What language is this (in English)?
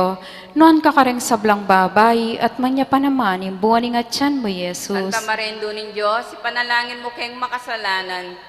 Pampanga